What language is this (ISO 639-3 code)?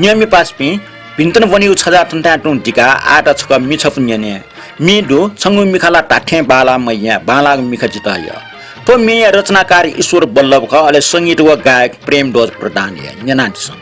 new